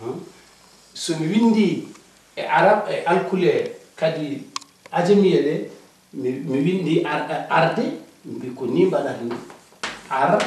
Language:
Fula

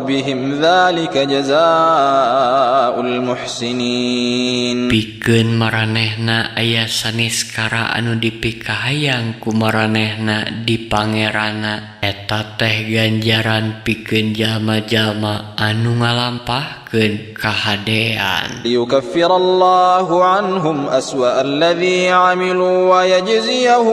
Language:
Sundanese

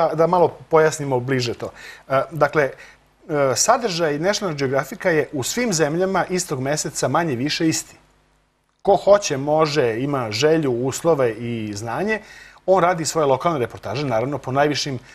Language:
Serbian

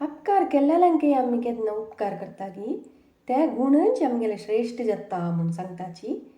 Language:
Konkani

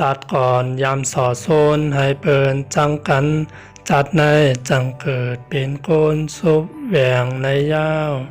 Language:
Shan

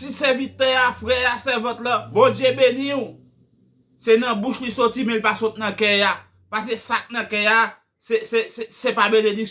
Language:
Haitian Creole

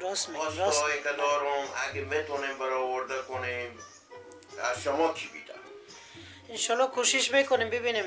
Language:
Persian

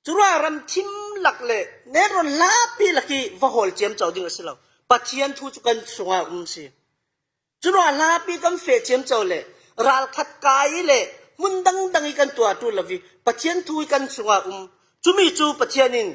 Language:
Falam Chin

